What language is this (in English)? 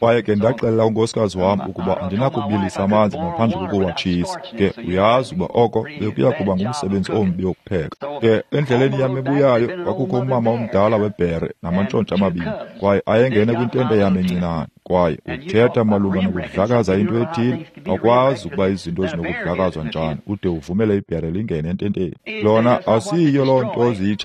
Xhosa